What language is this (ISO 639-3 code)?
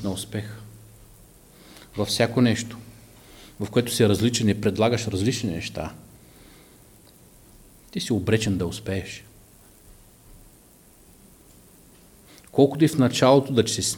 bul